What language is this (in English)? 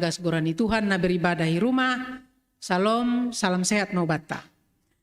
Batak Simalungun